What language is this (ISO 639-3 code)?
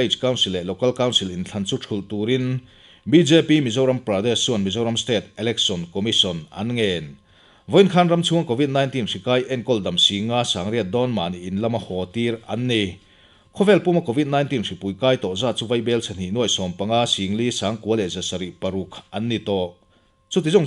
lus